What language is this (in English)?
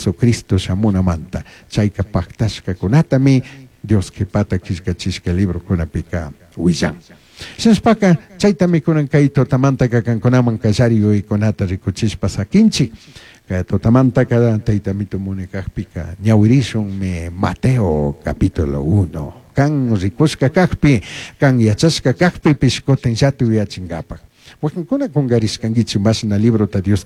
Chimborazo Highland Quichua